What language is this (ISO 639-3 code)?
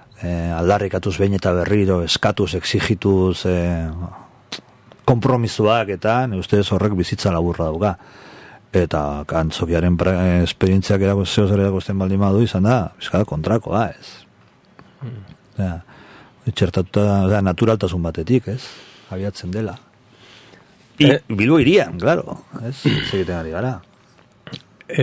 eus